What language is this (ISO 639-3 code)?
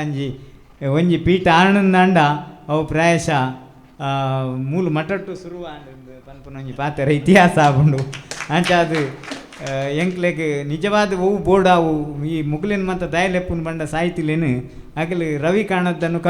tcy